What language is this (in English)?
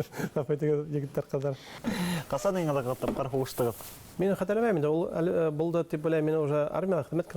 Bashkir